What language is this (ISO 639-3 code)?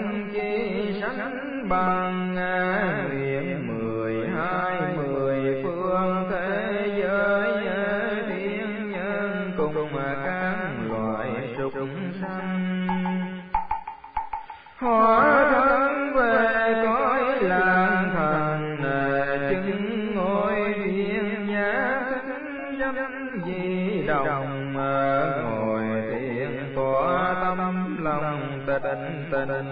vie